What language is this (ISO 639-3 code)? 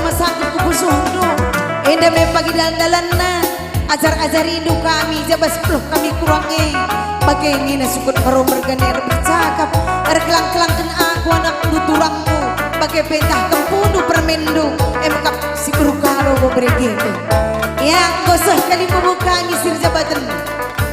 btx